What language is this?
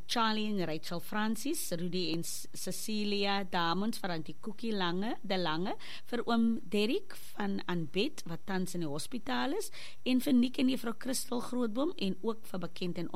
Afrikaans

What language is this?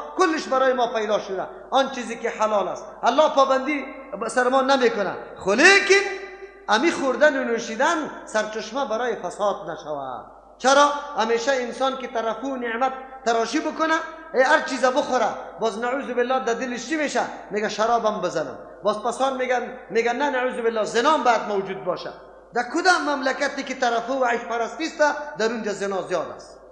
Persian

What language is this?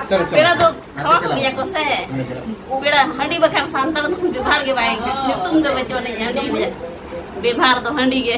Santali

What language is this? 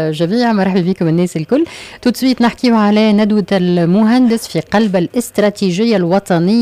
Tunisian Arabic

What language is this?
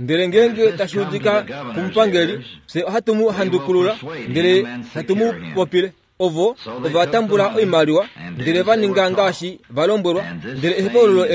Kuanyama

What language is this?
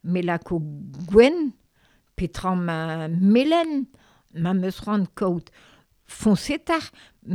Breton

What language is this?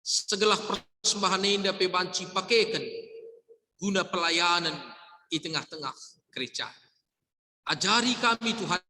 Batak Karo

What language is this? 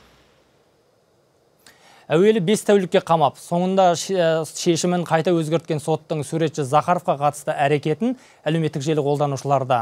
Kazakh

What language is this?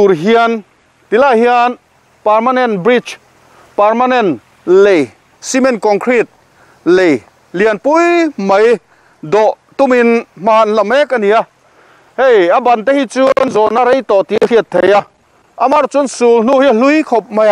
Mizo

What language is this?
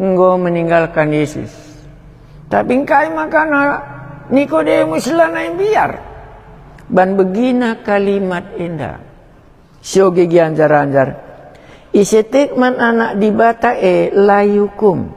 Batak Karo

